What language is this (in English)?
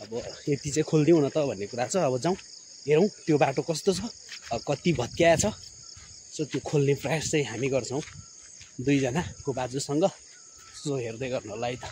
Nepali